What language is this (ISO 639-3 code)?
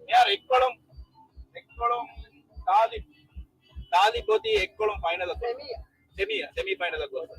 div